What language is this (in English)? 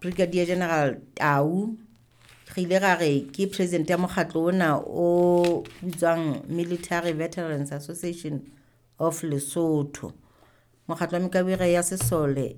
Southern Sotho